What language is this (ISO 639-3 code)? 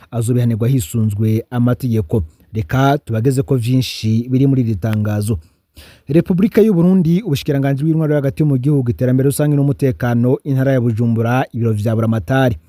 run